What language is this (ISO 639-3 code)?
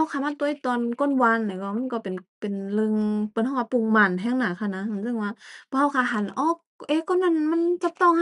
shn